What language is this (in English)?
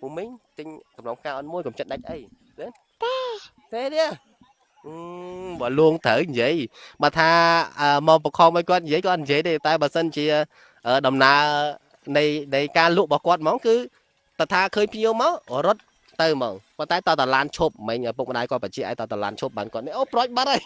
Khmer